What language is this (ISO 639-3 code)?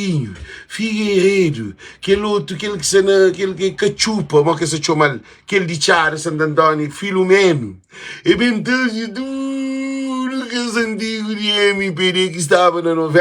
kea